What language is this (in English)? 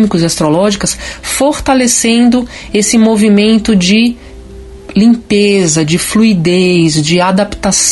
Portuguese